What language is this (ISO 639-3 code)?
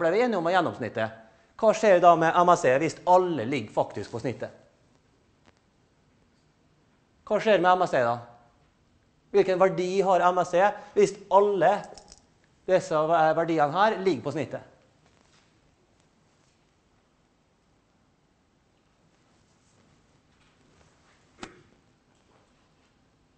nor